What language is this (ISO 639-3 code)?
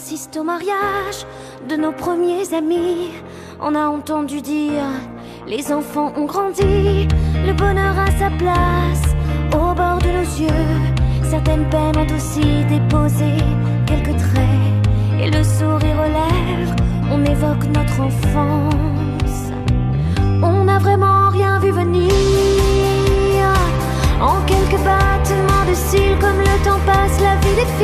fra